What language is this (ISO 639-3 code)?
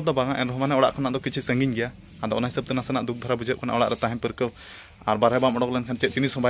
sat